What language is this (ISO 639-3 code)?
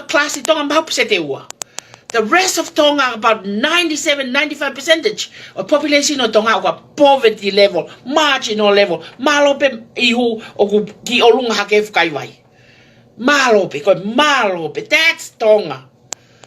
ton